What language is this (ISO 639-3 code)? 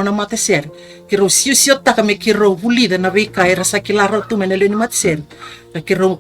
fij